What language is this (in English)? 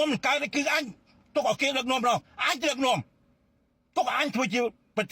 Khmer